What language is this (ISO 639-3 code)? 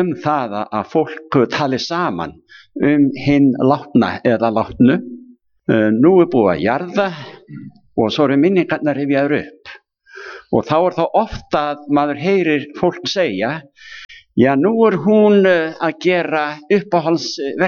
isl